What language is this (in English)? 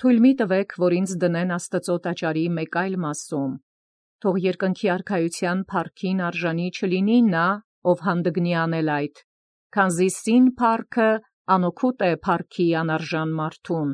Armenian